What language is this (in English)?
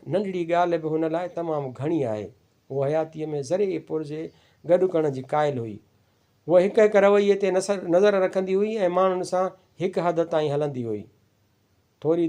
Sindhi